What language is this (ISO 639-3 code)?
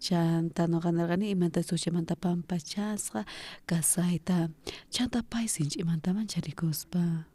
quh